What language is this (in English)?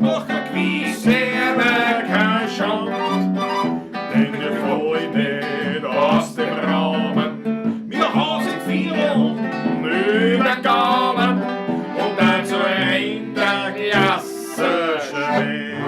Bavarian